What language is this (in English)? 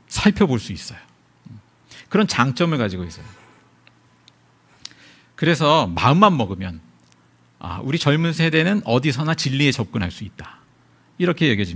Korean